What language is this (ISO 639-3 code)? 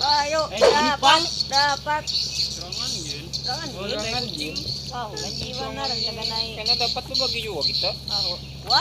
bjn